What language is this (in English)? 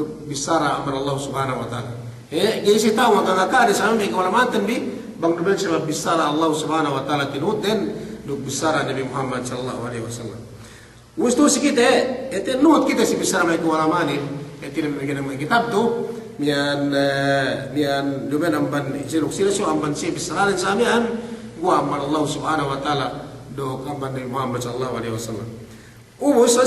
Yakan